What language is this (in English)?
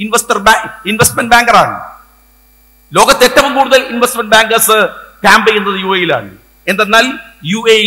Malayalam